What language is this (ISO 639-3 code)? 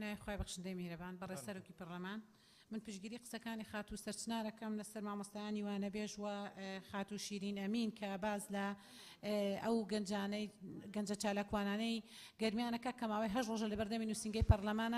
ckb